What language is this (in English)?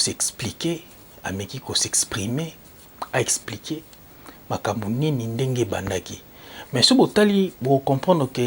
Lingala